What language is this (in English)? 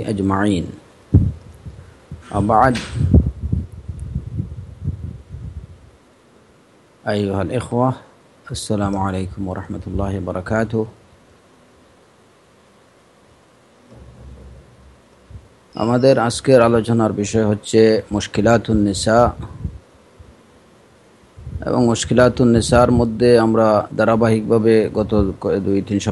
Bangla